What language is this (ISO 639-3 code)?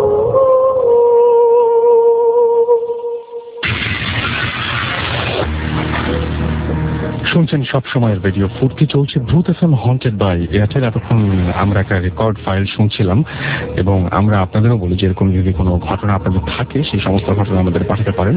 ben